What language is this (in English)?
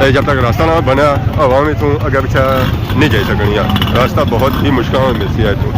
Pahari-Potwari